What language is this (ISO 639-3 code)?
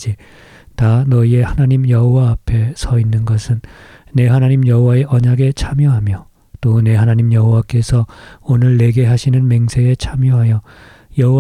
kor